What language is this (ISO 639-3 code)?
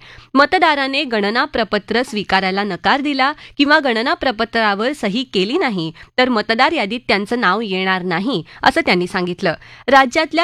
mar